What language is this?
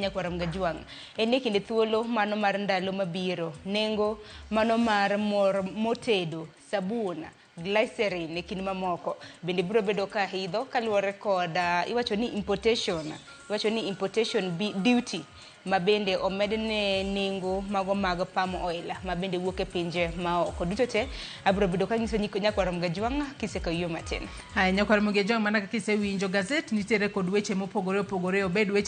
Luo (Kenya and Tanzania)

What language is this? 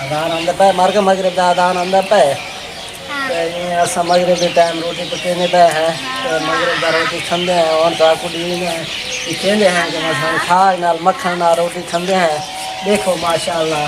Saraiki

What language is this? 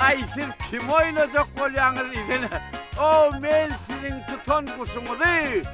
Turkmen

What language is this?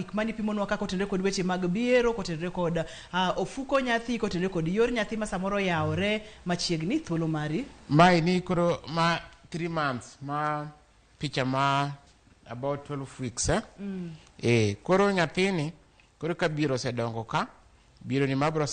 Luo (Kenya and Tanzania)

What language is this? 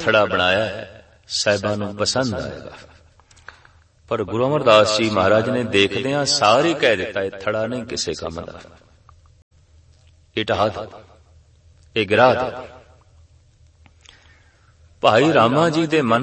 Punjabi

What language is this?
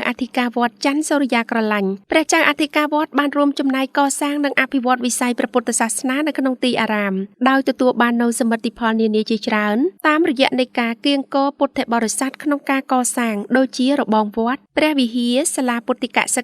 Khmer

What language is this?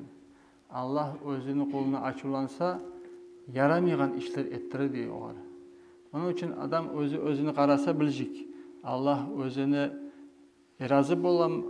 Kumyk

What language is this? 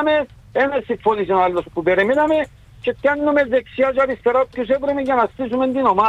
Greek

